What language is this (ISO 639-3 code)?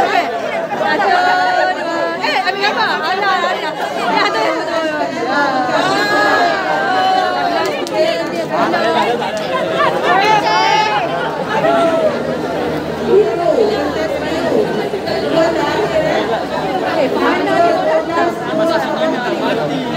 msa